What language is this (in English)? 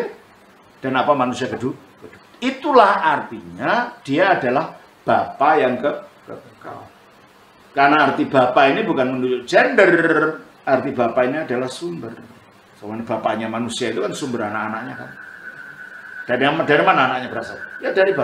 Indonesian